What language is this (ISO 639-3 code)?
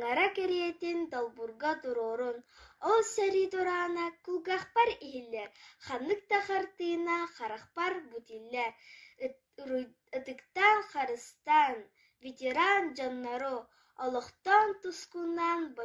sah